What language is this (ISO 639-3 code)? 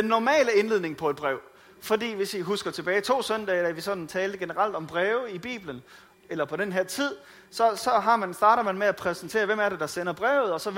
dan